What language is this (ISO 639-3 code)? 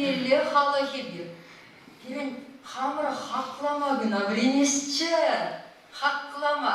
chv